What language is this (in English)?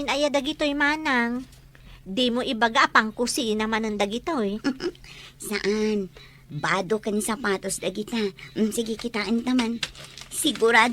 Iloko